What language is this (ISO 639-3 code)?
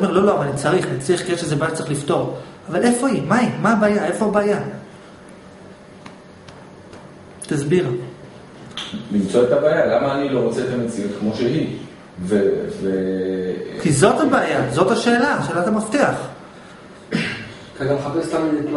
heb